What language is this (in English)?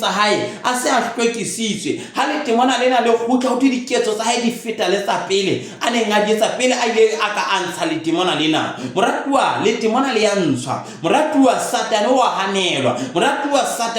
Southern Sotho